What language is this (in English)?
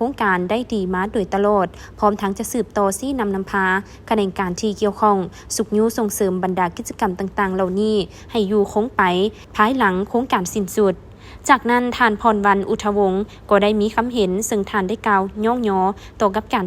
Lao